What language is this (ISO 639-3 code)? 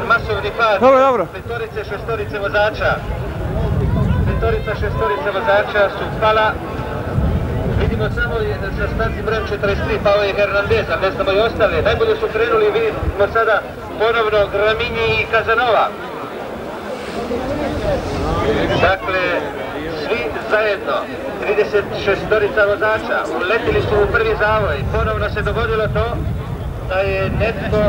hrv